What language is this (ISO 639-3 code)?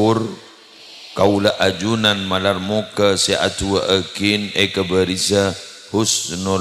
mad